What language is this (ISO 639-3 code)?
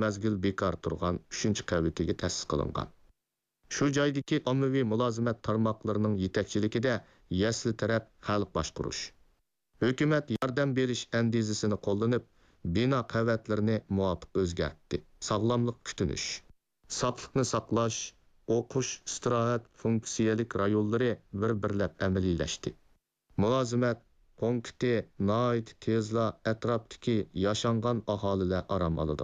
uig